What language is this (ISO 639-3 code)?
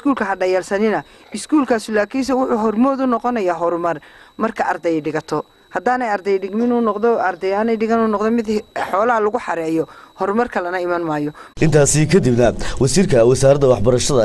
som